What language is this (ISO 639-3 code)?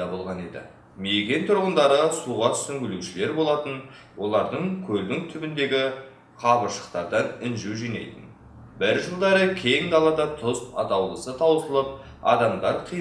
kaz